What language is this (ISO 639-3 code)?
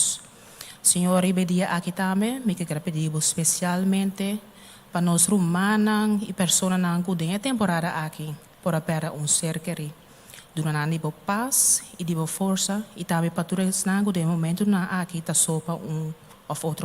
pap